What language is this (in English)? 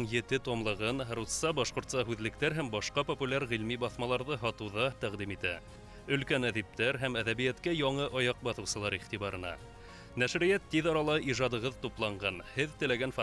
Bashkir